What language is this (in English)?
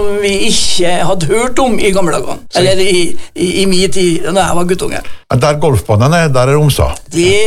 Norwegian